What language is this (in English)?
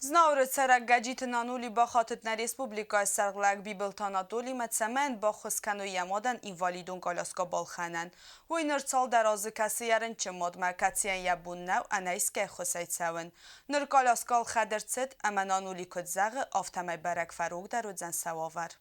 Ossetic